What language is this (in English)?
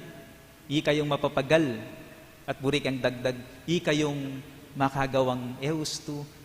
Pampanga